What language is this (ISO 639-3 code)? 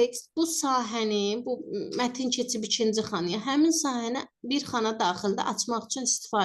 aze